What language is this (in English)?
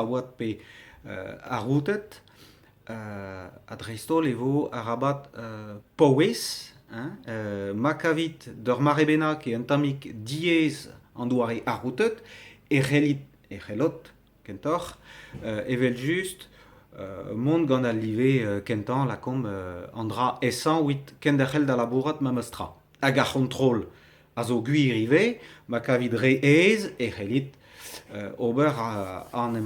Breton